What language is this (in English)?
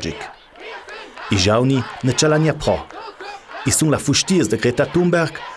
Ladin